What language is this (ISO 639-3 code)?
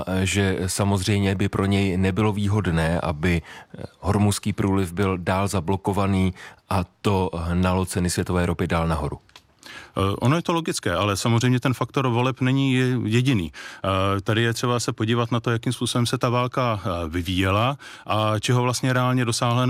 ces